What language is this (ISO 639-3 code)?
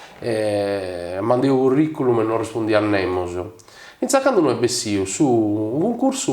srd